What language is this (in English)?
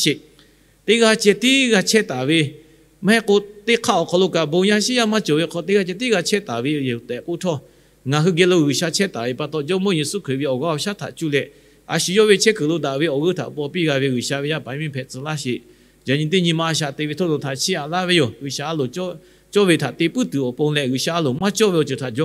Lahu